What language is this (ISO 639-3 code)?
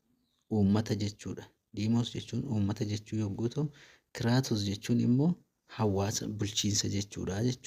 orm